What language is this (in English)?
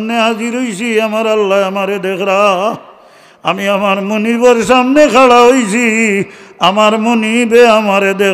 Sylheti